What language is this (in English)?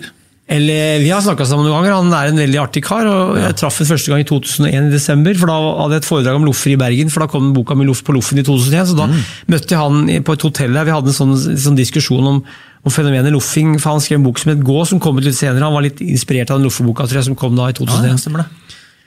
Norwegian